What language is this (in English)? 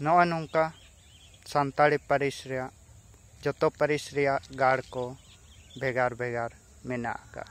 Santali